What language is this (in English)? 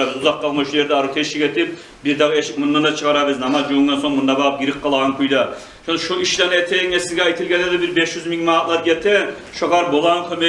Kumyk